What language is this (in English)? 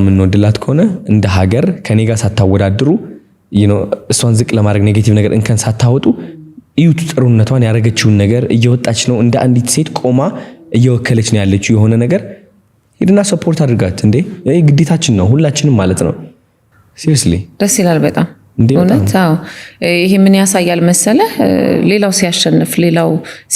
Amharic